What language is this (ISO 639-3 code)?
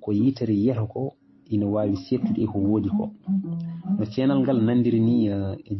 ful